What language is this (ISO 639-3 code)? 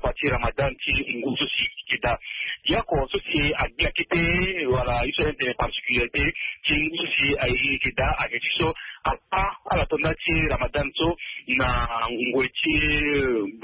sag